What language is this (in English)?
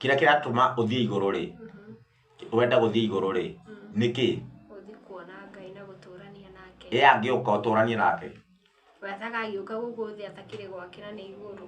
Kikuyu